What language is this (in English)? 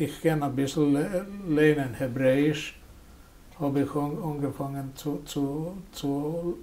Yiddish